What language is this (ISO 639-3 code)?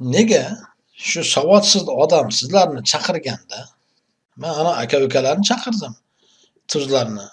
uzb